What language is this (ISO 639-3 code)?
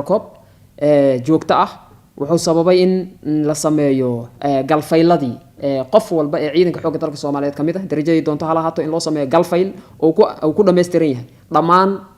som